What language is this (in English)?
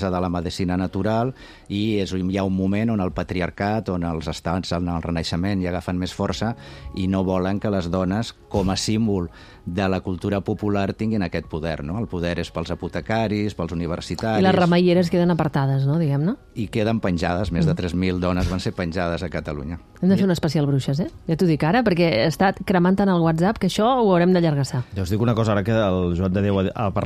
Catalan